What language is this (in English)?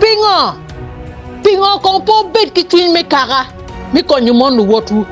Acoli